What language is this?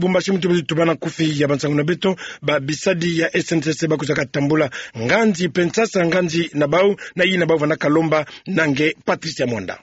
Kituba (Democratic Republic of Congo)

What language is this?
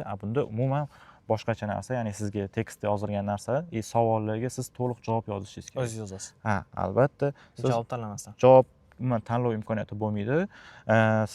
Uzbek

